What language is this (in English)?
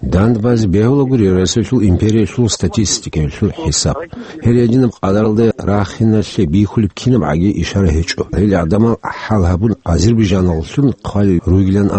Avaric